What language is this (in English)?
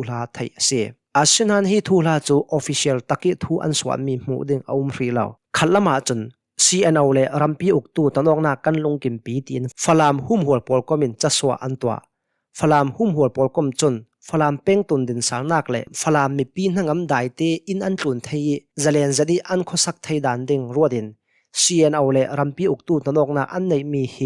Hakha Chin